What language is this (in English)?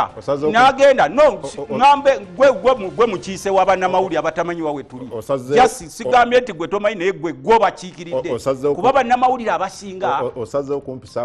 Ganda